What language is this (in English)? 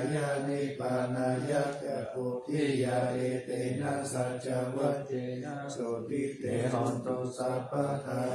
Pali